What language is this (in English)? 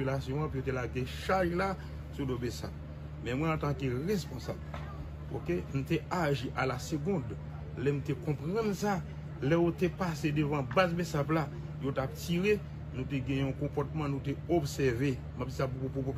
Haitian Creole